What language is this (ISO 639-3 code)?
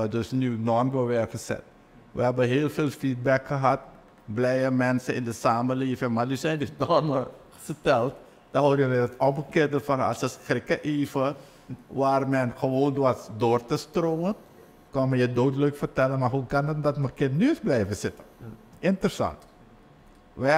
nld